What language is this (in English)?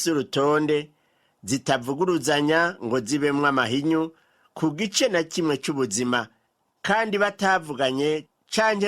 Rundi